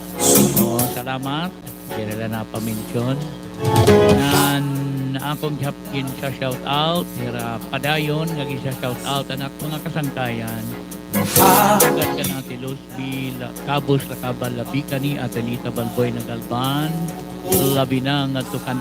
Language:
Waray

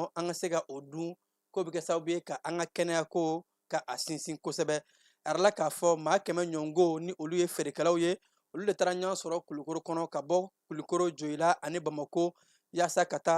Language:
Bambara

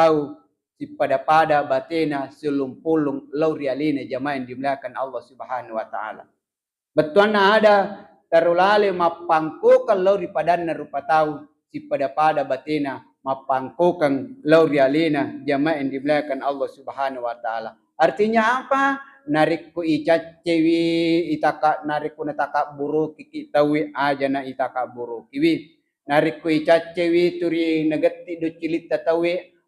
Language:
Buginese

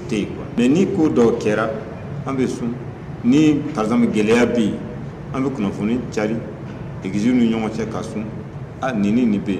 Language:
Bambara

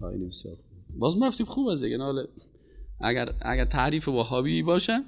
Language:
Persian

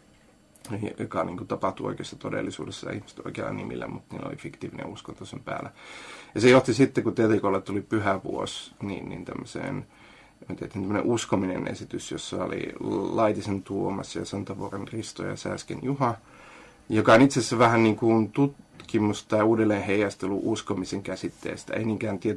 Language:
Finnish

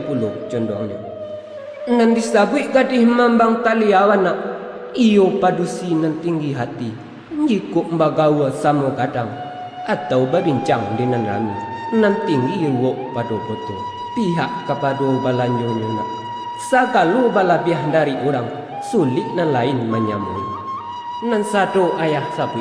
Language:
Minangkabau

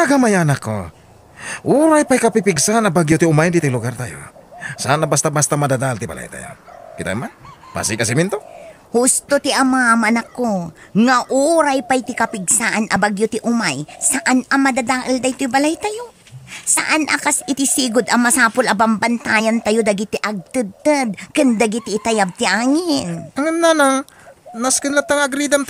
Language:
Iloko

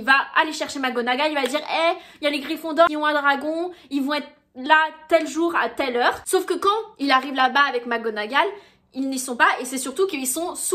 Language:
French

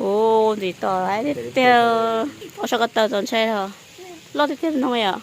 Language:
Hmong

